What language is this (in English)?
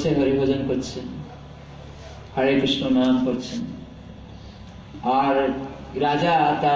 Bangla